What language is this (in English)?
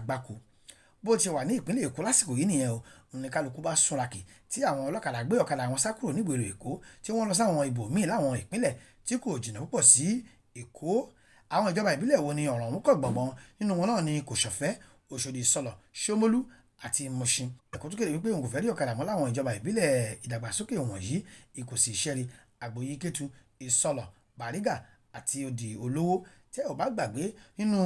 Yoruba